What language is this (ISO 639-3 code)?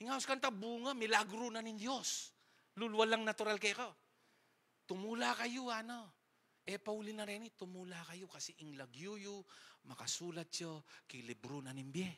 pam